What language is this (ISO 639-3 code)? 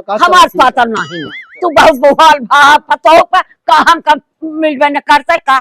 awa